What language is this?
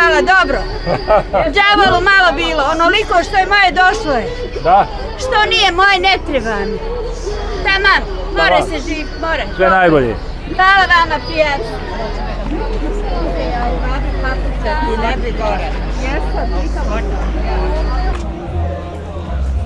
Bosnian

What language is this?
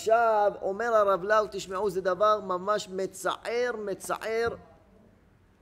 Hebrew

